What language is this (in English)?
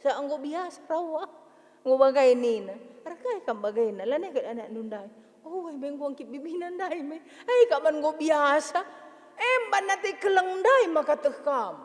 Batak Karo